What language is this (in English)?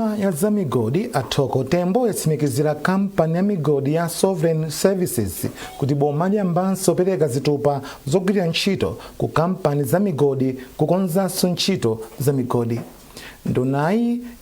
Nyanja